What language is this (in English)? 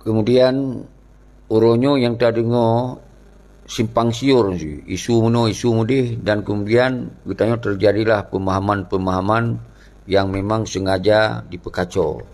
Achinese